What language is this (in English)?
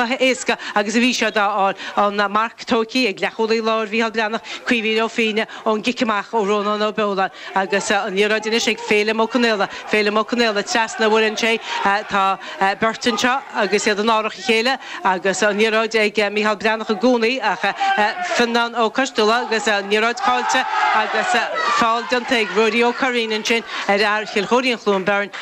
Irish